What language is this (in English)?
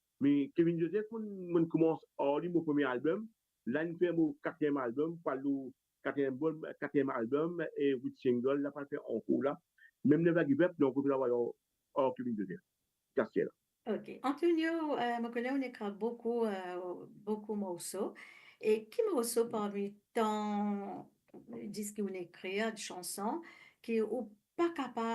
Morisyen